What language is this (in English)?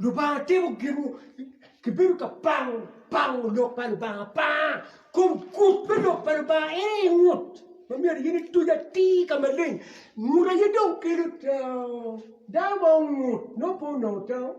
Acoli